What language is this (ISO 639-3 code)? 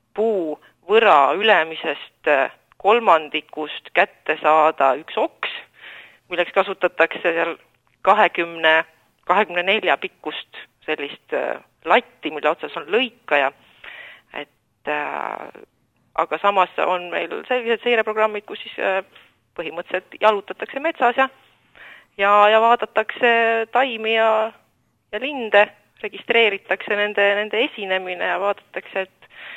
est